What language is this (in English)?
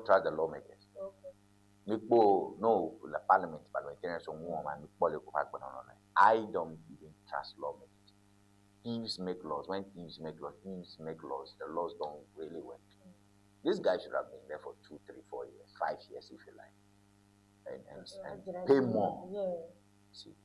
Ewe